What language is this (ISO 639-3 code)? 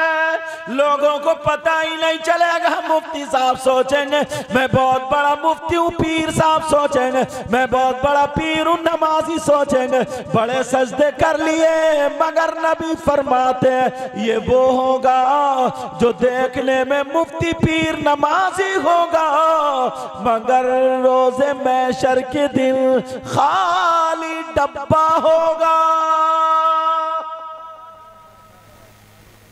urd